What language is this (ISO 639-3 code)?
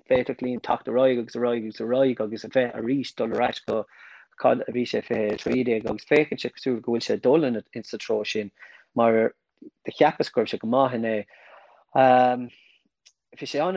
gle